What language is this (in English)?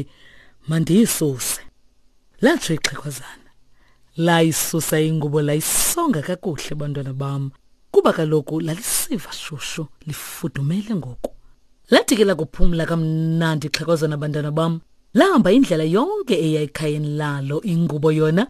Xhosa